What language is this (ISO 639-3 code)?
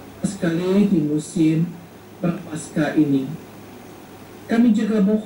ind